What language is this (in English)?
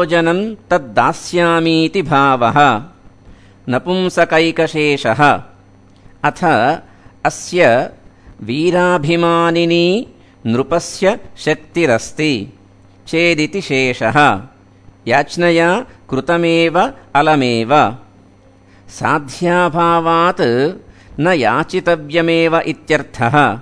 Sanskrit